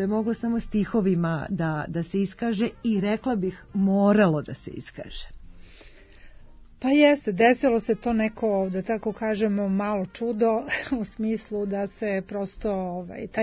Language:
Serbian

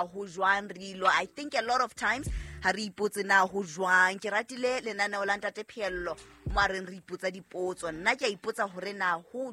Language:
Southern Sotho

